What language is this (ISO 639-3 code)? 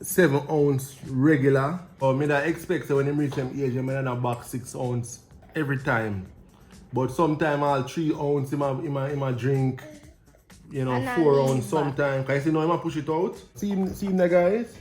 jam